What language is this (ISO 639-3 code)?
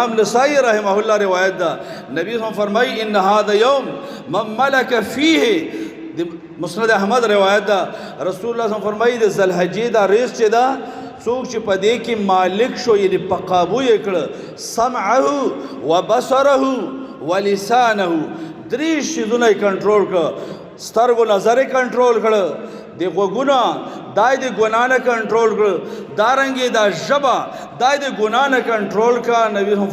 pus